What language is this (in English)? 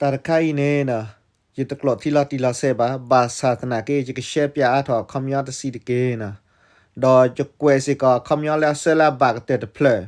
S'gaw Karen